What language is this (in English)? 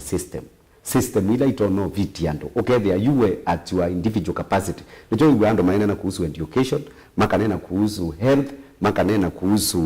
Kamba